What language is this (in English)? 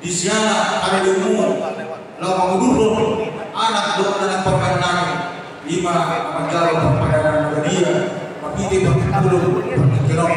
Batak Toba